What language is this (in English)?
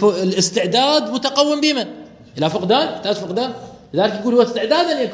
Mesopotamian Arabic